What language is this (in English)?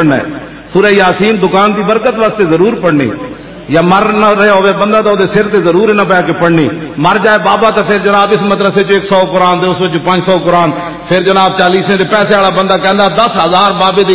Western Panjabi